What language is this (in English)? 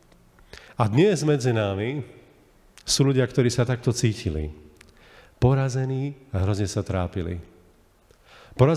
Slovak